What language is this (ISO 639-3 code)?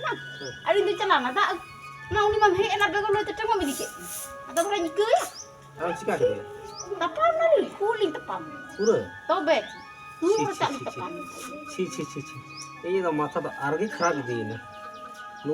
sat